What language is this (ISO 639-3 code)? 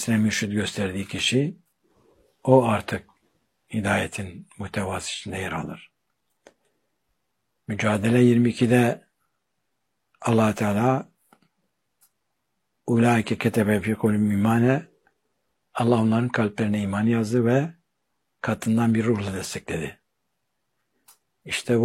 tur